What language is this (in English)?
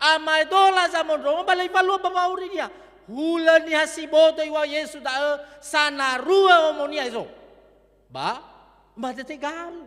Nias